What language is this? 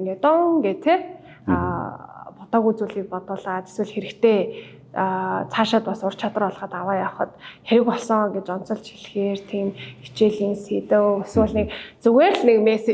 Mongolian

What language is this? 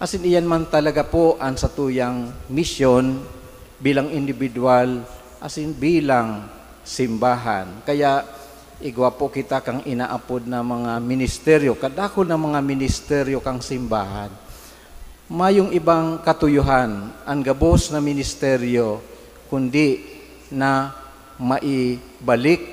Bikol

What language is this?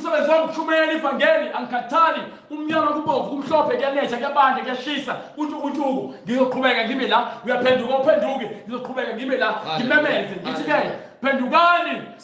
Zulu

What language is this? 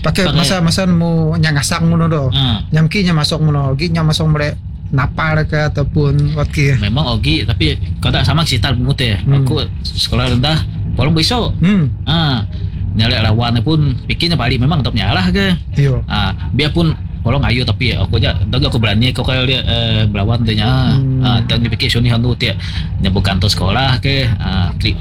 Malay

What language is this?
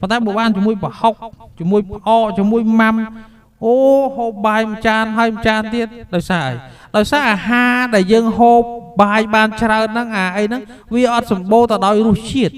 Khmer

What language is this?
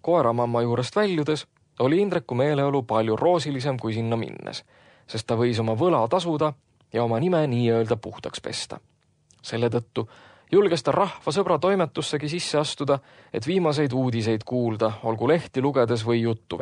Estonian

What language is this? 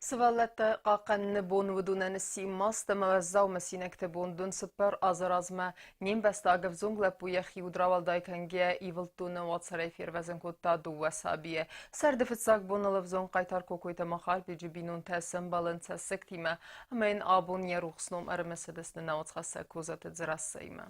Ossetic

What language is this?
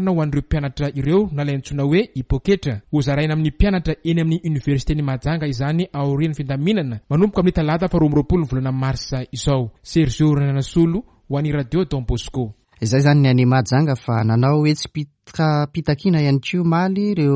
Malagasy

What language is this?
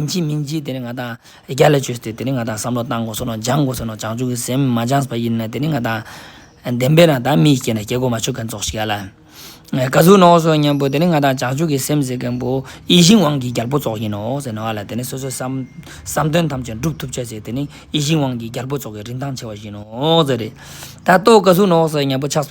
Ladakhi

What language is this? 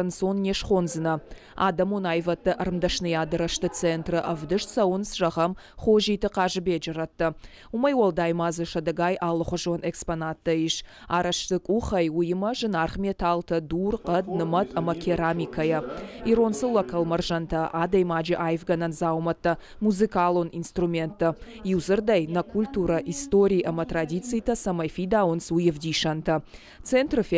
Ossetic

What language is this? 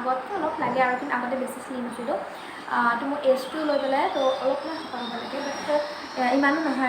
Assamese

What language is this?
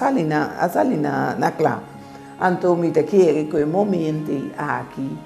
Papiamento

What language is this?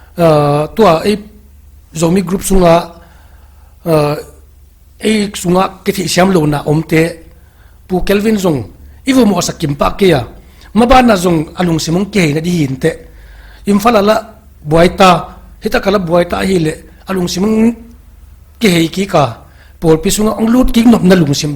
Paite Chin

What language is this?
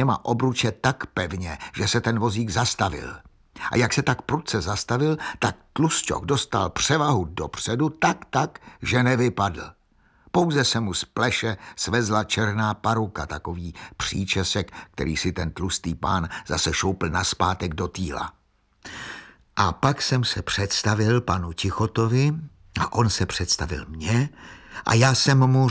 Czech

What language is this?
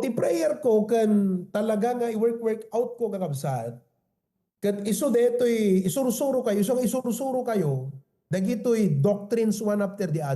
Iloko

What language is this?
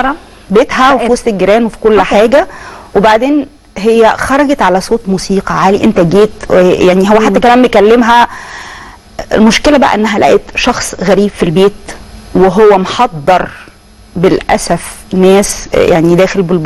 Egyptian Arabic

